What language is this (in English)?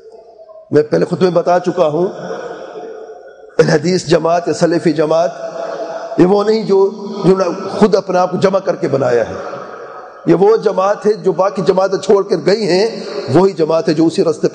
Urdu